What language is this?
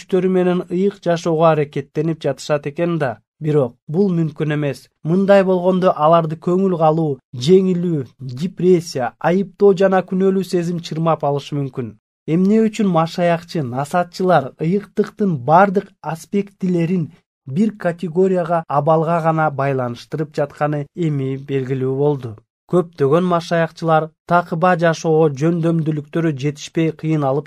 Kyrgyz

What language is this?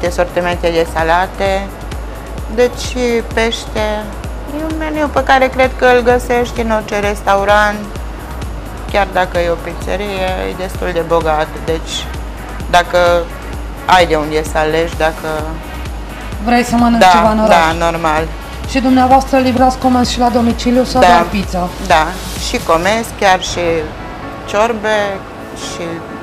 Romanian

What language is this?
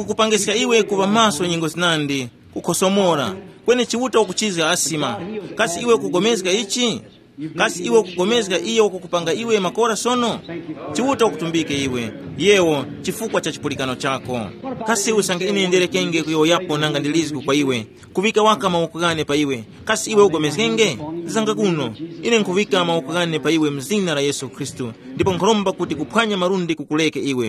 Tumbuka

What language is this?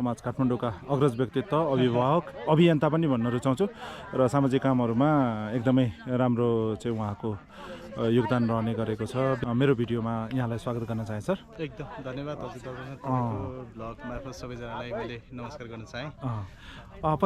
Nepali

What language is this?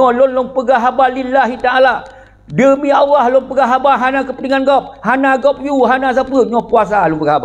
Achinese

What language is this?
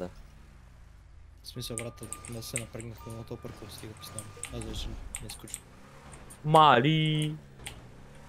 Bulgarian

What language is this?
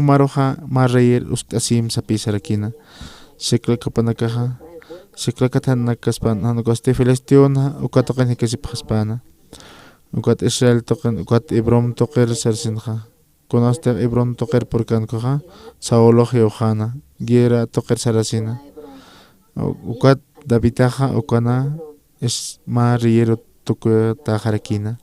Aymara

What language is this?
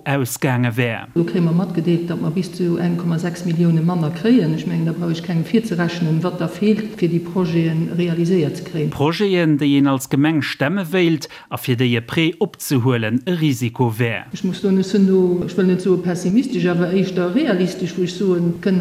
Luxembourgish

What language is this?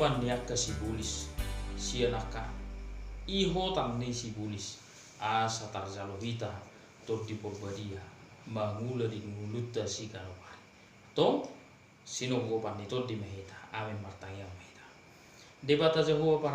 Batak Toba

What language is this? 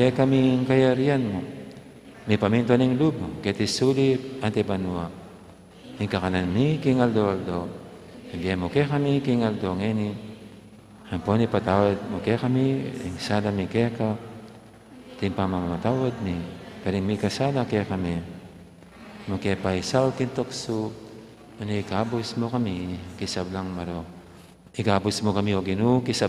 Pampanga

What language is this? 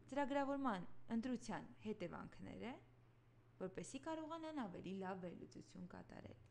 Armenian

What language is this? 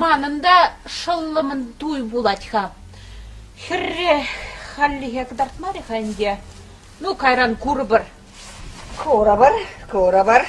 Chuvash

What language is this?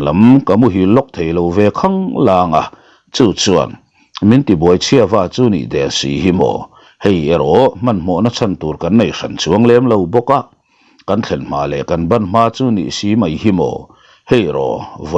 Mizo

